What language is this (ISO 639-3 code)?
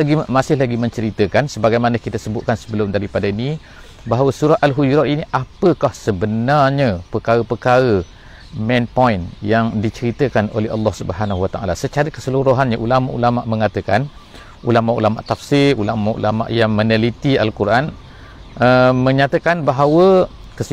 msa